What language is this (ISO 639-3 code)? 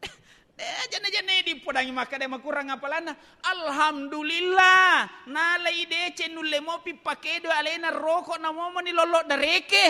bug